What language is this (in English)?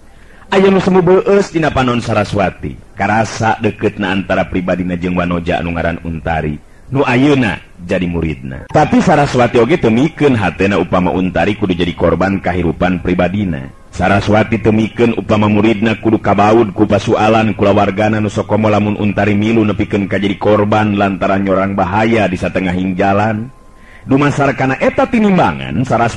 Sundanese